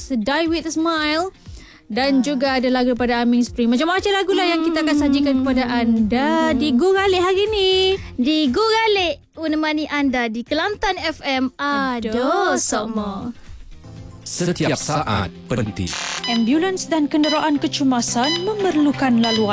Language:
Malay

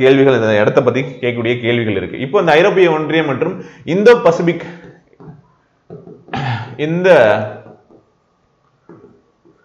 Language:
Tamil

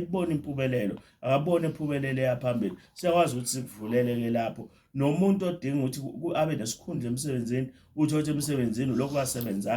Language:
Zulu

